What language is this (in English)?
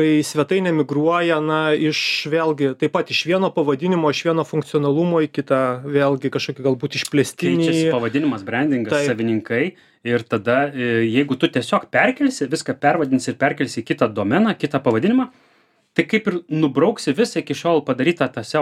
Lithuanian